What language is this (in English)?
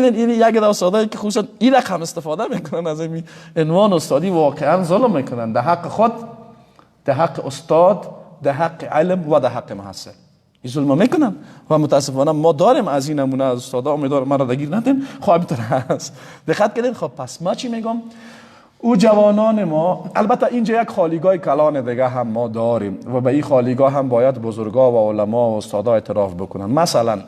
Persian